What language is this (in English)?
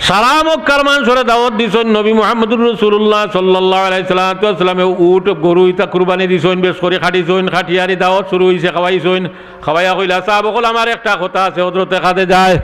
Sylheti